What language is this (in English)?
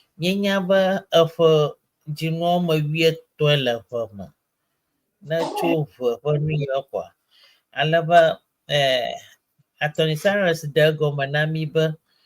Ewe